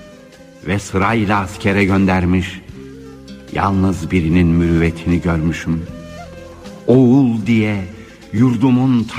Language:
Turkish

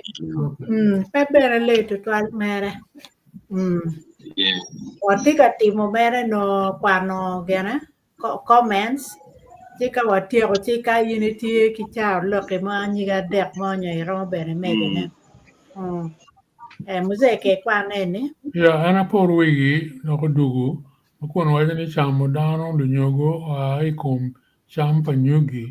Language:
Acoli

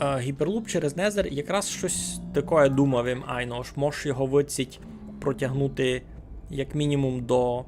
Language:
Rusyn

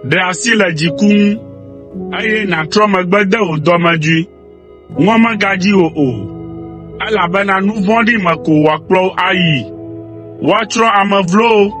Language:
Ewe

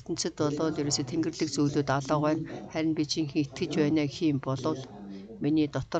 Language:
Mongolian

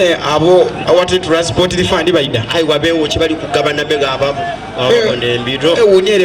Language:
Soga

